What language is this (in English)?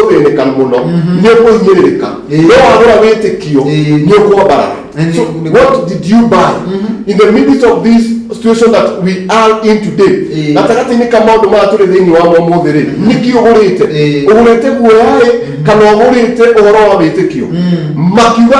Kikuyu